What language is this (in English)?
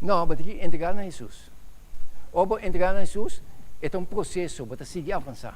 Papiamento